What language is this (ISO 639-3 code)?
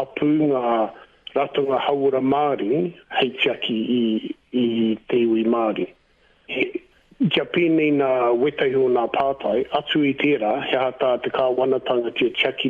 mri